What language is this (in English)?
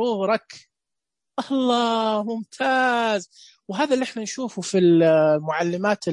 Najdi Arabic